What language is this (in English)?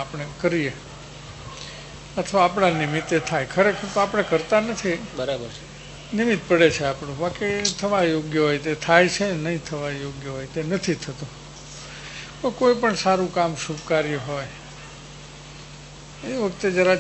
Gujarati